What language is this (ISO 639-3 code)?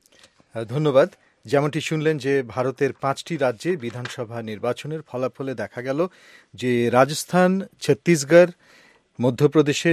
ben